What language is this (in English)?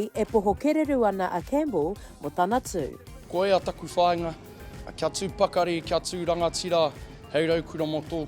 Māori